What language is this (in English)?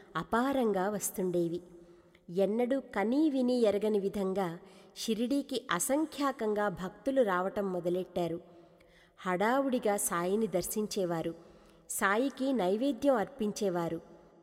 Telugu